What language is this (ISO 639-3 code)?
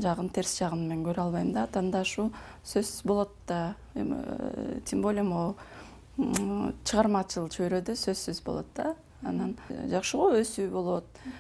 kir